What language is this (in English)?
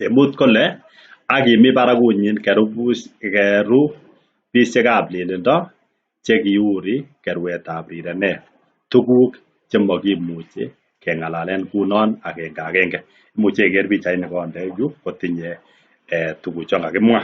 Kalenjin